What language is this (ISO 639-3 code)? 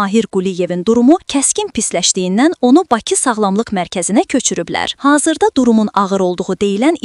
aze